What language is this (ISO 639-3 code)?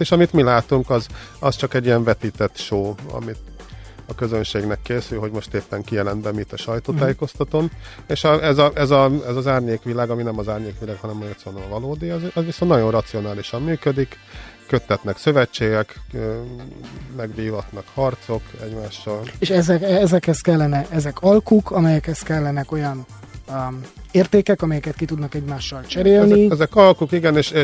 hun